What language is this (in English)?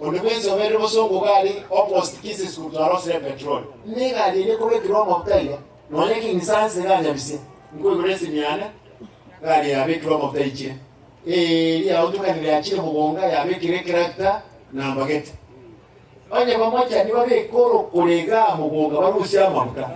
Gusii